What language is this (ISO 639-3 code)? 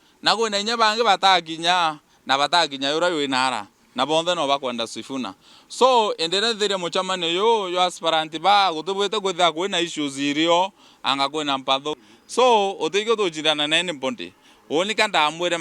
mer